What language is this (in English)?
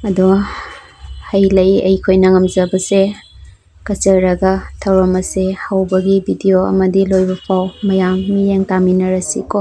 Manipuri